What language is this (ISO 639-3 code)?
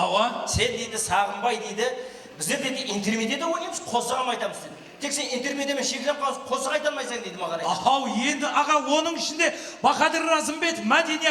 kaa